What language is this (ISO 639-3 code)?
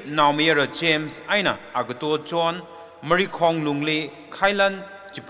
nmf